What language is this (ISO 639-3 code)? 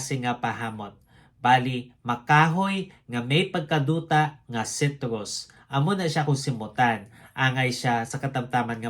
hil